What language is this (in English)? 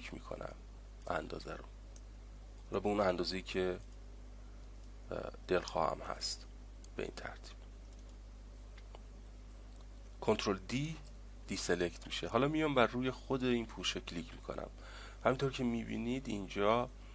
Persian